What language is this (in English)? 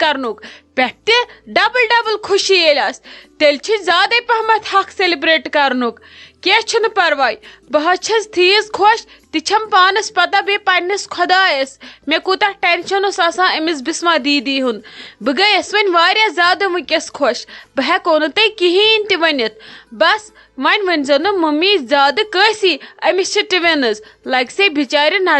Kashmiri